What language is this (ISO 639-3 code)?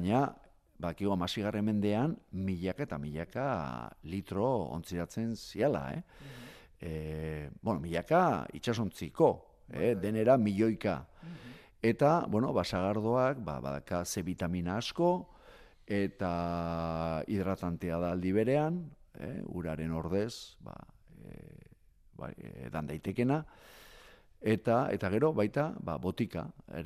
eus